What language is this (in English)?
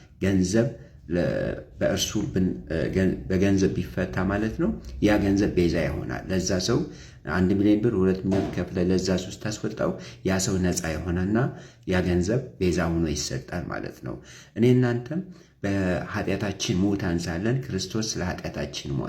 Amharic